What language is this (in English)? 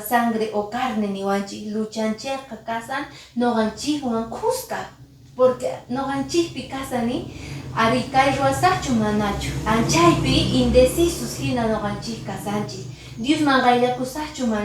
Quechua